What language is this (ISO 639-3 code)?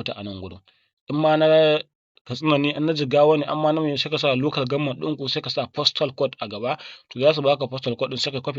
hau